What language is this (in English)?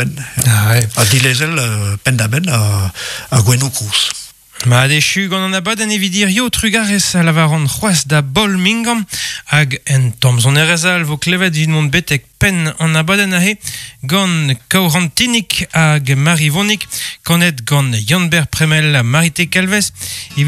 Breton